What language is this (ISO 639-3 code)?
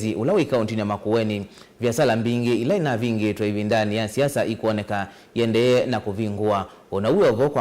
kam